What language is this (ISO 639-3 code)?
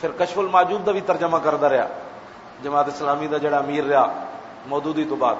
lah